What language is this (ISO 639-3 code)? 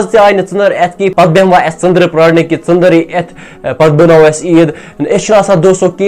kas